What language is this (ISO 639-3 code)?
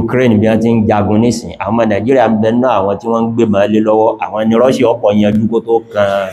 yor